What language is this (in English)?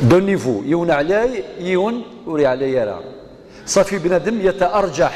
Kabyle